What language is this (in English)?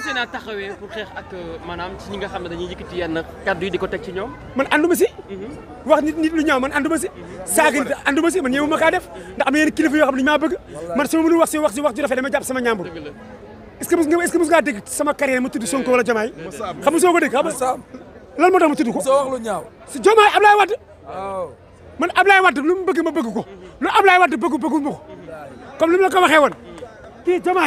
Wolof